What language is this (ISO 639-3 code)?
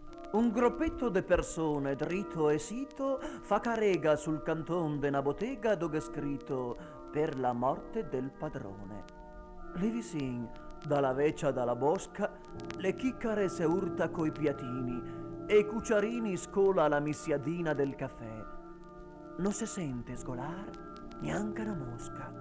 vec